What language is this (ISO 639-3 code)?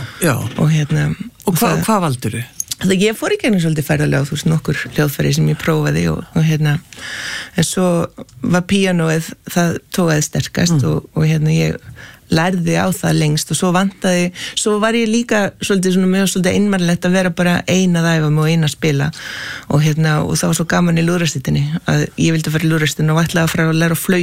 isl